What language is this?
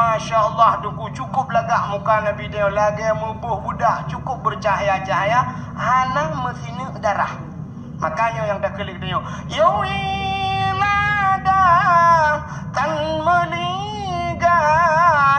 Achinese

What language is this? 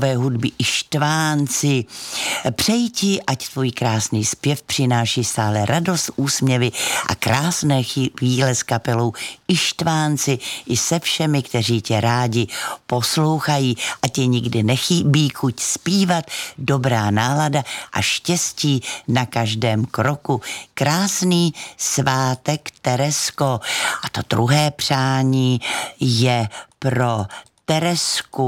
Czech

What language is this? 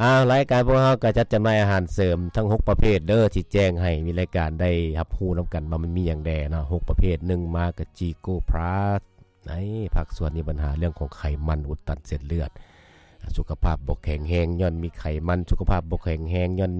Lao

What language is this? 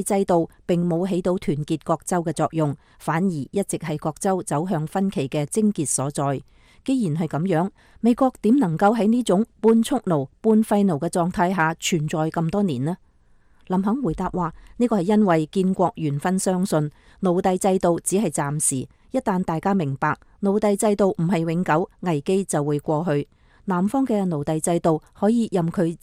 Cantonese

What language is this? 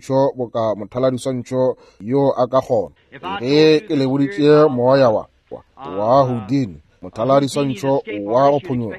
Northern Sotho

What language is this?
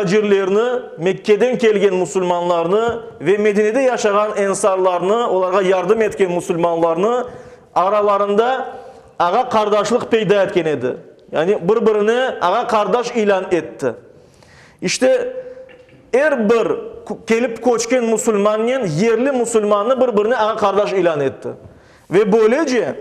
Crimean Tatar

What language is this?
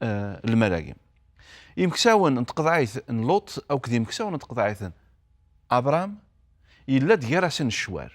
Kabyle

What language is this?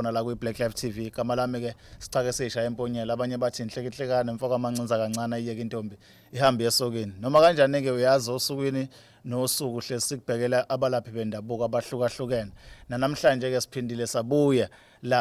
Zulu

